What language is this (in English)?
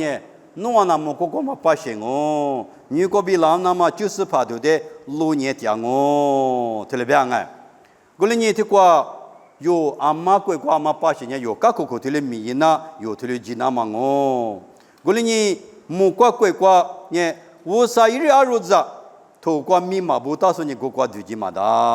Lisu